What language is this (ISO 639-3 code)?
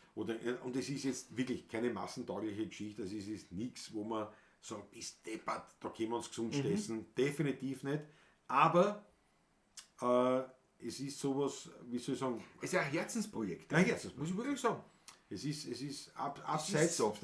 bar